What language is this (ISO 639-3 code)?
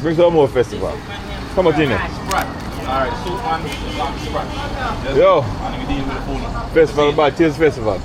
jam